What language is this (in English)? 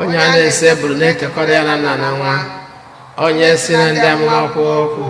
Igbo